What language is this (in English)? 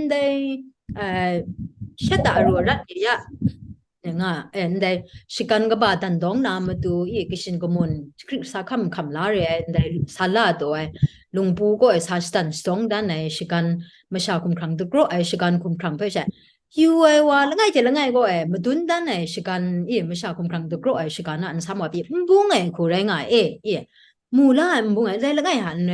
Kachin